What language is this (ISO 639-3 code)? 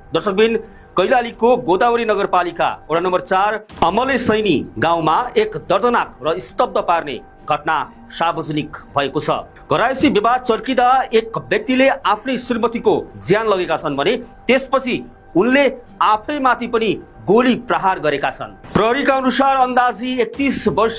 nep